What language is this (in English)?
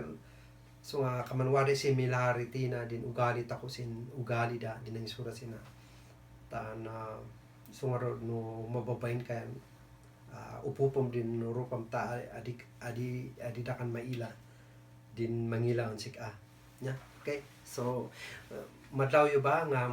Kankanaey